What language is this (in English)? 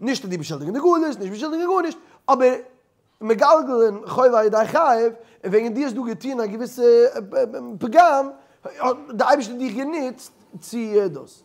Yiddish